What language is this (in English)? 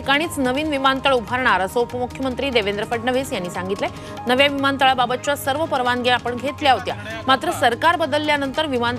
Marathi